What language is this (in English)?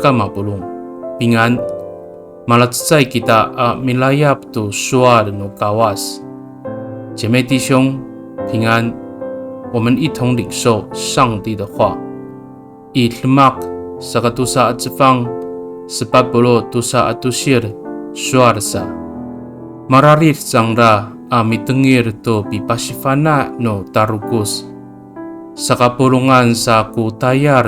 Amis